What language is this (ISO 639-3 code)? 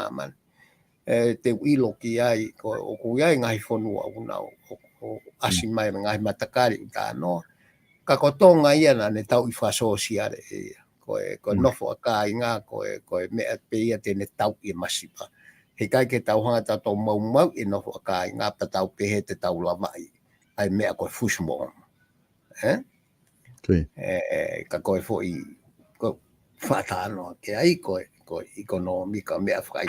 ton